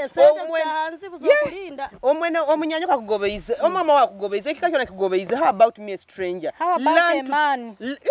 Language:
Nyoro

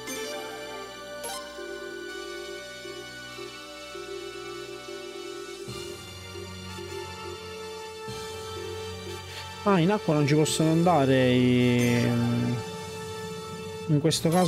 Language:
Italian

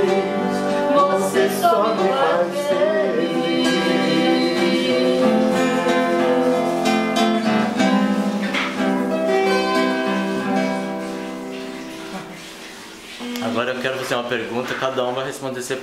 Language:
Portuguese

